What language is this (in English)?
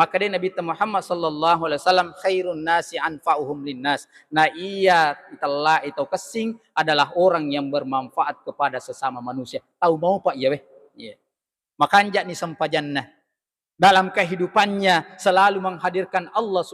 Buginese